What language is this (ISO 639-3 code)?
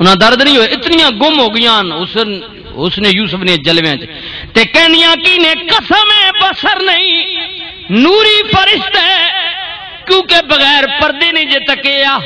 lah